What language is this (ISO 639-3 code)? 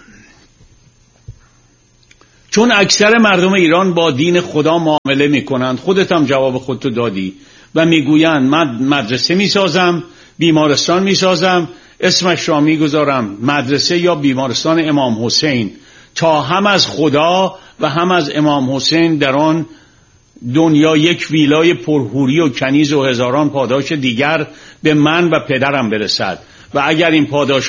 fas